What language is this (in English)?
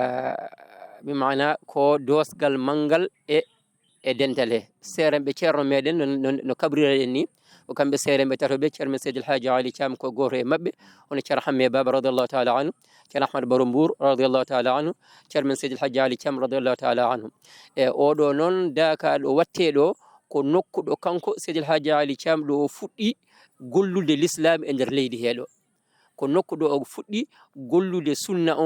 Fula